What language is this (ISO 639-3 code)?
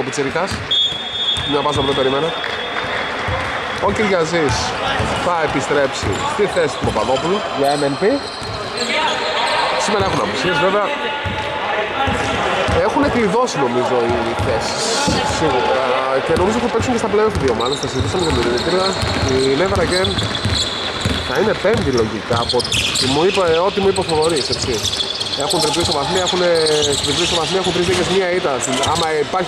ell